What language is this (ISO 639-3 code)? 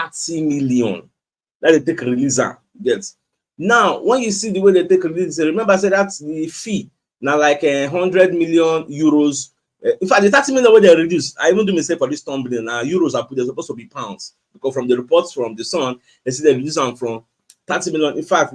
pcm